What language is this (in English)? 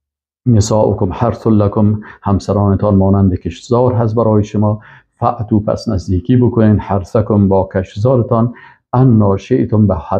Persian